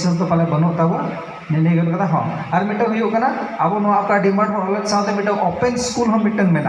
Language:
Santali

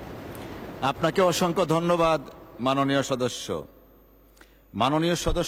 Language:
Bangla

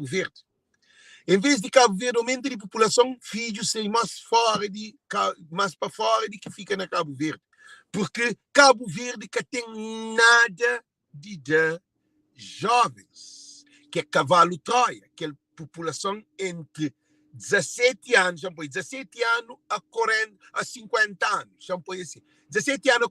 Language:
Kabuverdianu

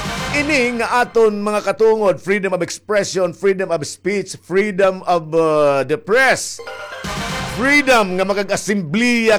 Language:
Waray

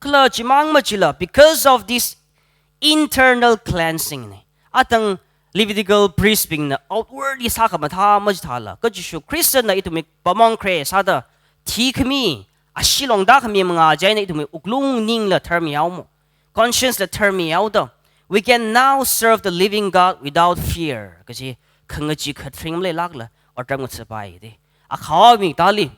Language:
Tangkhul Naga (India)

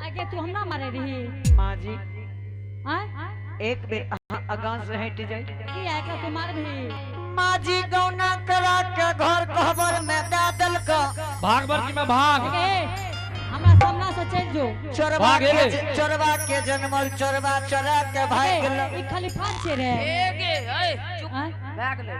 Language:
Angika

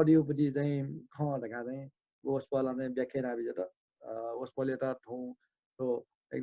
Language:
Newari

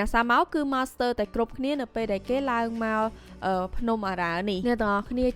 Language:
Khmer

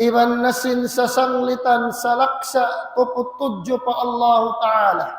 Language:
Tausug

